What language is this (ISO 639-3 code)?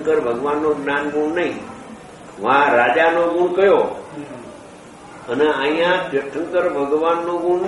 guj